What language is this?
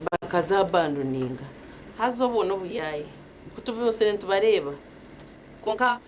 Nyankole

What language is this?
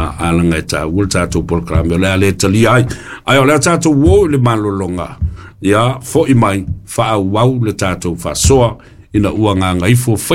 Samoan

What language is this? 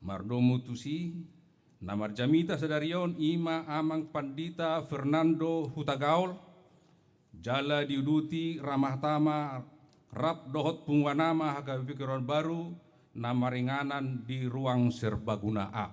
Batak Toba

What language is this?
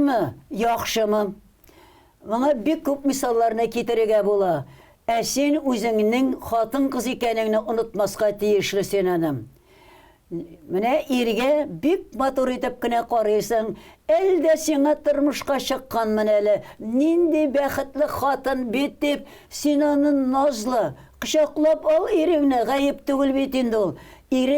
Tatar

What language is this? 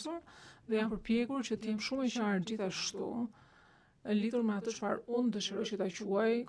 Albanian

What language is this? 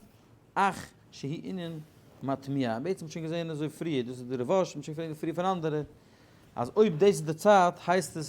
Yiddish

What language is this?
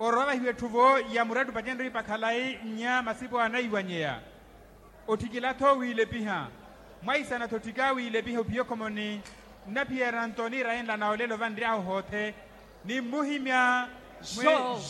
Makhuwa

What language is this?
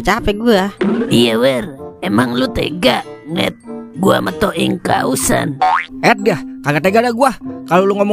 Betawi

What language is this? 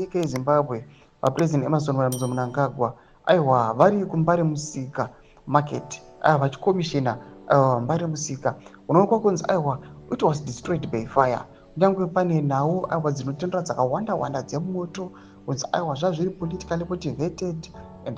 Shona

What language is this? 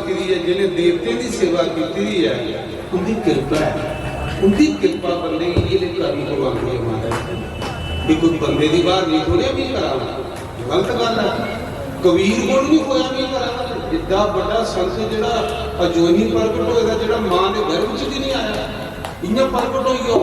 Dogri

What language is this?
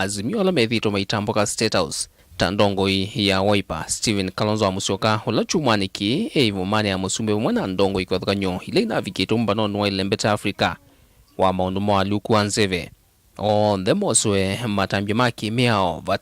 Kamba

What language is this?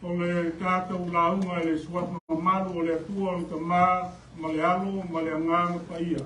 Samoan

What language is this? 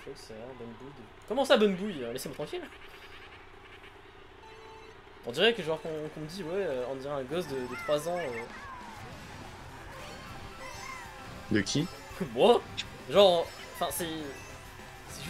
French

